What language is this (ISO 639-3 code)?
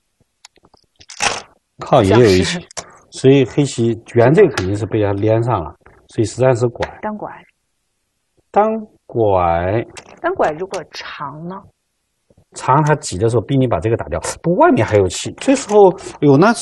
zho